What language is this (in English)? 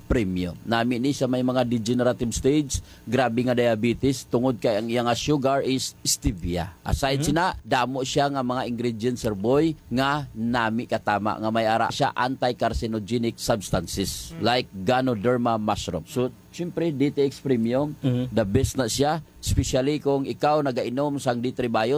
Hiligaynon